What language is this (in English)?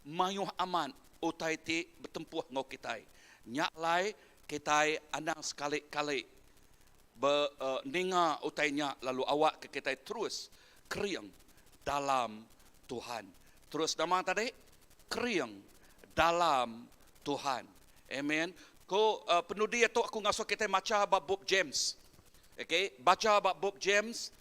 Iban